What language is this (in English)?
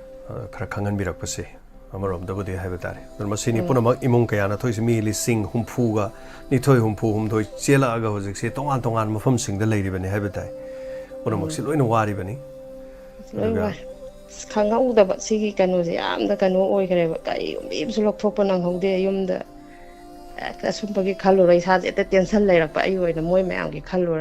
Manipuri